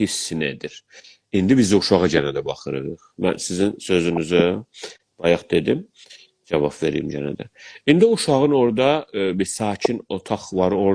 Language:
South Azerbaijani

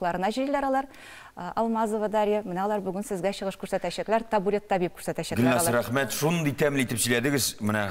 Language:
Tatar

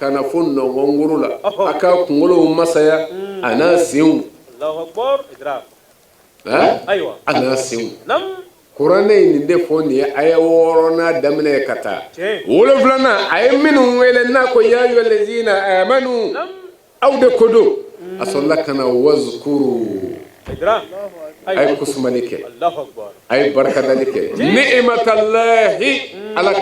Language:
Bambara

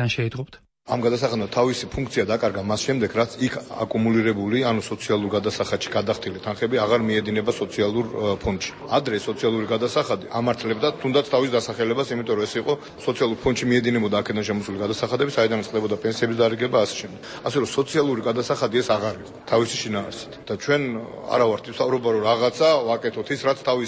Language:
Georgian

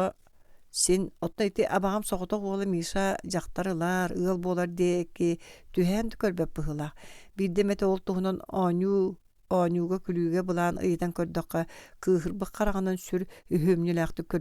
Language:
Yakut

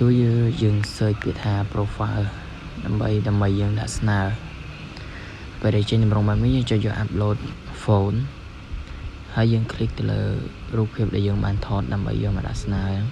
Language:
Khmer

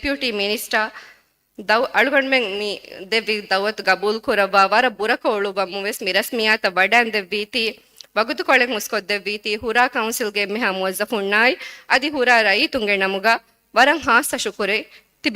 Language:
Divehi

